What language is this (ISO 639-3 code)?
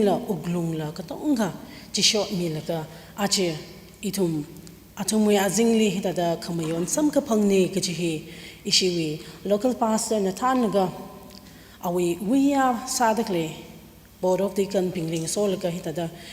nmf